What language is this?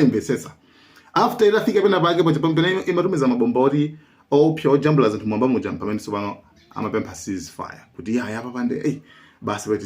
Nyanja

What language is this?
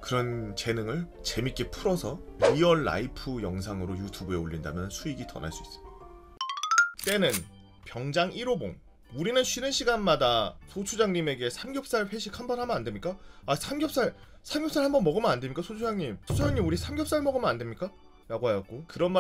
Korean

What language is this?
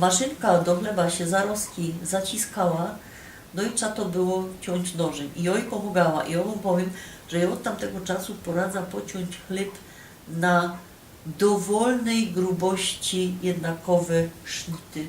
Silesian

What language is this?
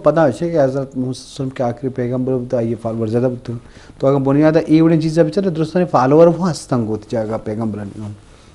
Eastern Balochi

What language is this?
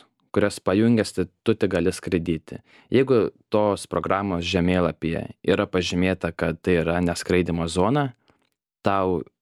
Lithuanian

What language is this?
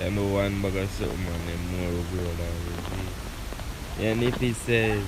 Jamaican Creole English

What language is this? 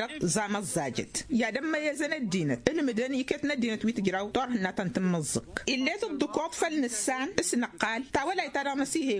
Tamasheq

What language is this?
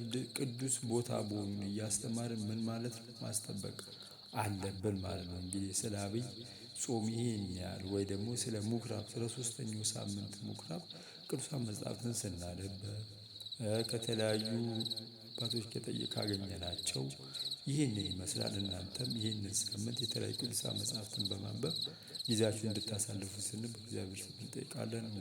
Amharic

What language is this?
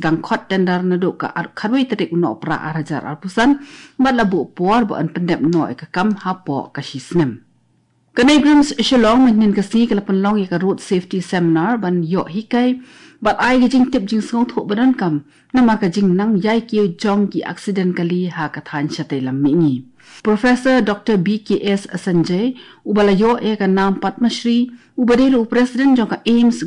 Khasi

